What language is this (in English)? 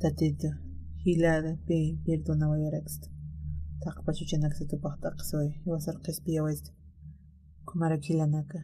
Aymara